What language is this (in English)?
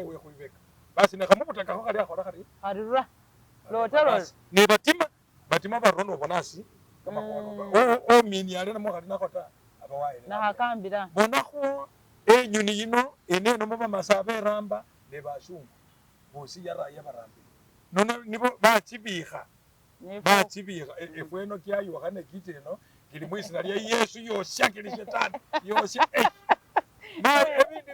Masaaba